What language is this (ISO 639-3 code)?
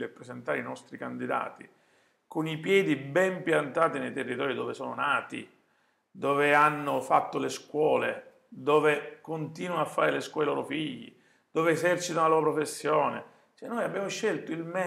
ita